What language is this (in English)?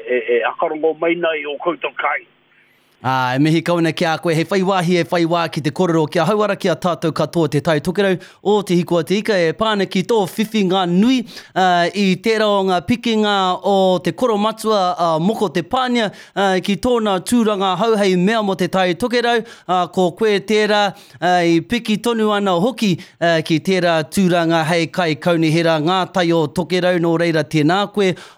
Māori